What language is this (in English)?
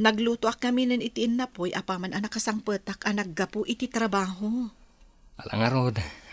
Iloko